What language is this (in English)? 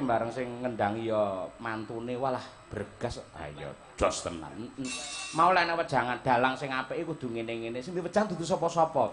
Javanese